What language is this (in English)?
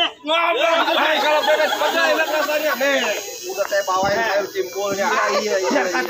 Betawi